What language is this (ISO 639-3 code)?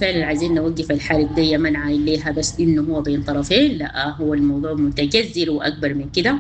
apd